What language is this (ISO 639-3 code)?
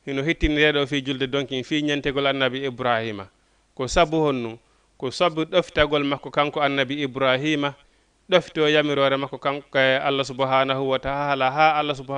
ful